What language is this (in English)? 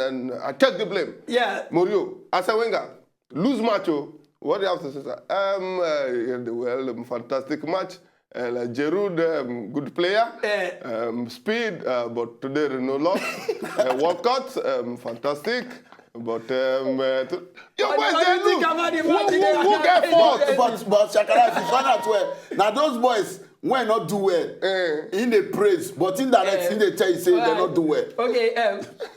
Nigerian Pidgin